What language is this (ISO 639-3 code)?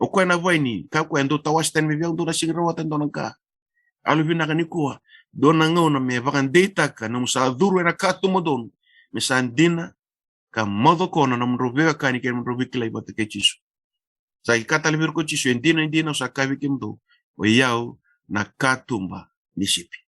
fij